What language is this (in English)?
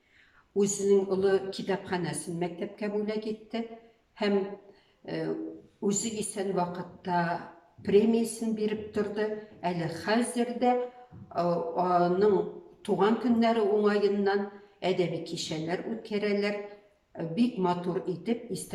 Tatar